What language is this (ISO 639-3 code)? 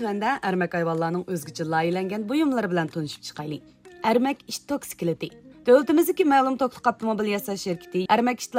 uig